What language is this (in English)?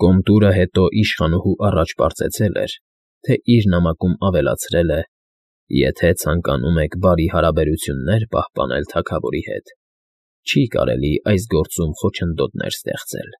Armenian